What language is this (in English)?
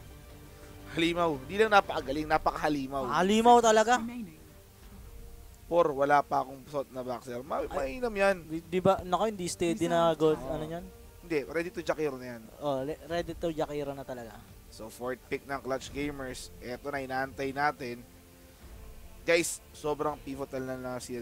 Filipino